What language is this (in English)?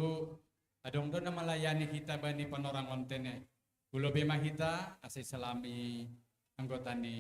Batak Simalungun